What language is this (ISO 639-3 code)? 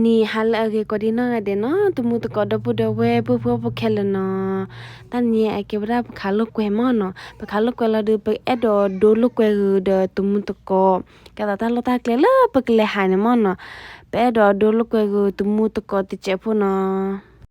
ksw